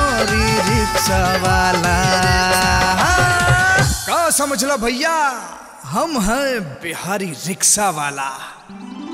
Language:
Bhojpuri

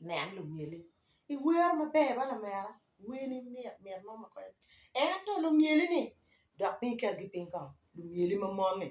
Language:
Acoli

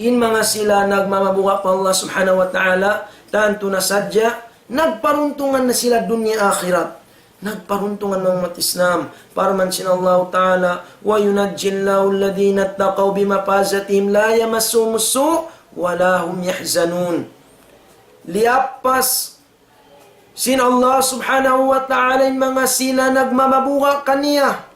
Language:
Tausug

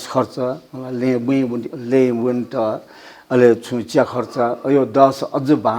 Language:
Newari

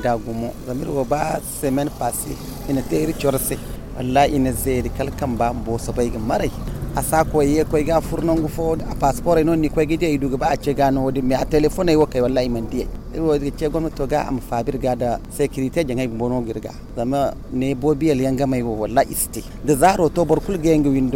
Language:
Zarma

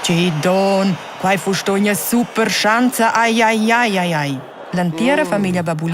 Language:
Romansh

